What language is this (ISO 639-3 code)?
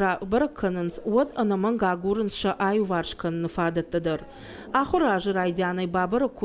oss